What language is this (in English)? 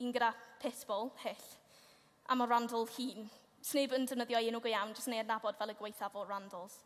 Welsh